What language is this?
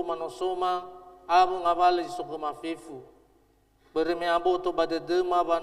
Nias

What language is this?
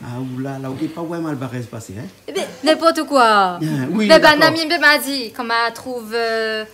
Réunion Creole French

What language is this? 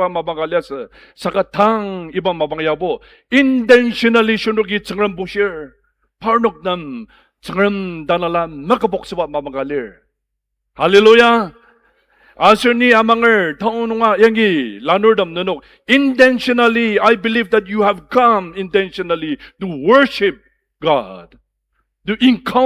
Ao Naga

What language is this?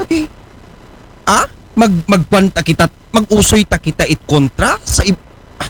Aklanon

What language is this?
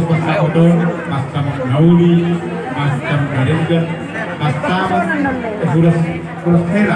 Batak Toba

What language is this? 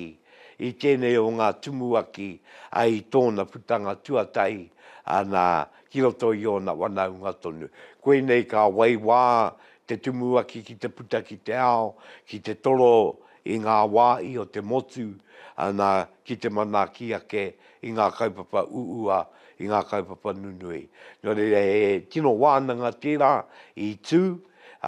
Māori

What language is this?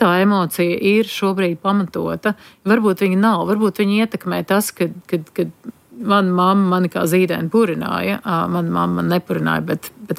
Latvian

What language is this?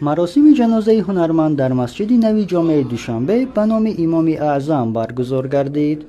Tajik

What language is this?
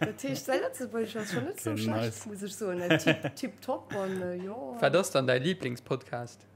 Luxembourgish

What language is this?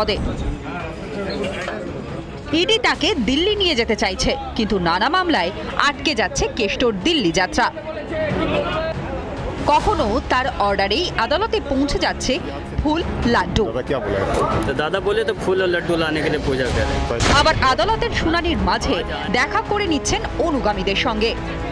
Bangla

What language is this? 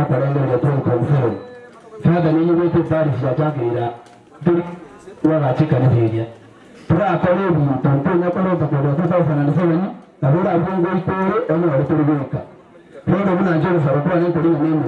Gusii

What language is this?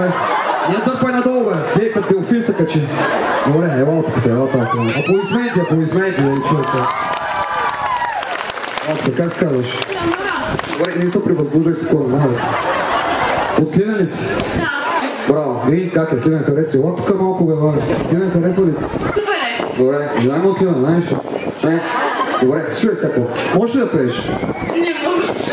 Bulgarian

